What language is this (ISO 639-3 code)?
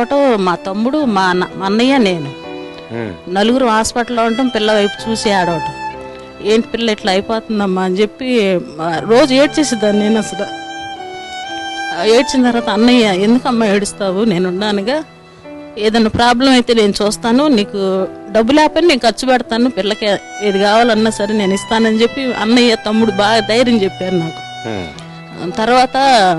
tel